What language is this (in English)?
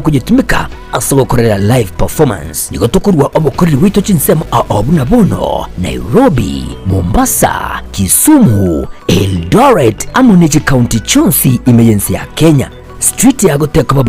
Gusii